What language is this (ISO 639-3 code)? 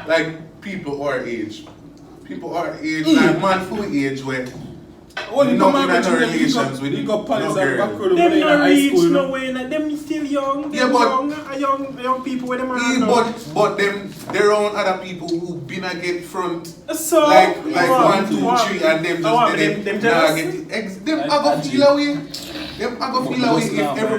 jam